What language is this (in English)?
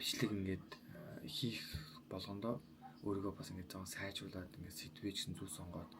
Mongolian